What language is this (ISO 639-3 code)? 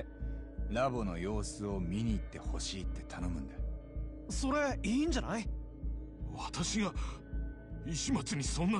jpn